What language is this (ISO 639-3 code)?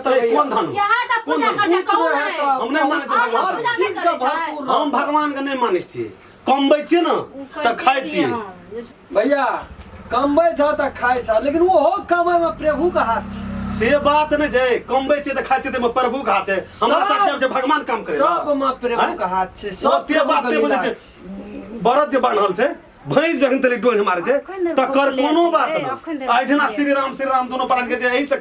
mai